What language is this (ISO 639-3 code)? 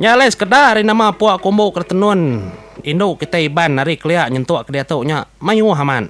iba